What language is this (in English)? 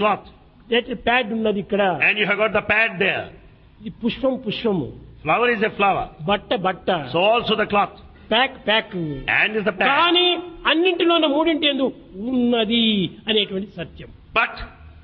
Telugu